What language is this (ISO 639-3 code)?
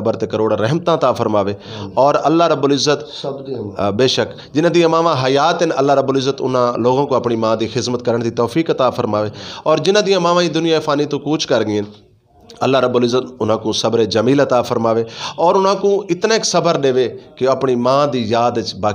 lah